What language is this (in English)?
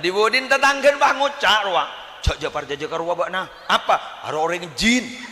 Madurese